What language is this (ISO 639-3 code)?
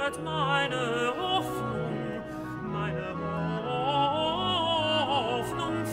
deu